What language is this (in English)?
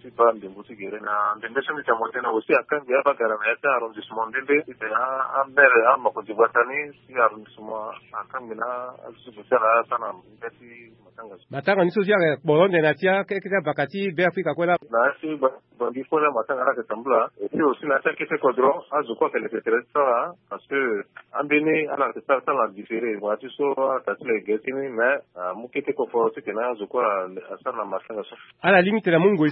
Sango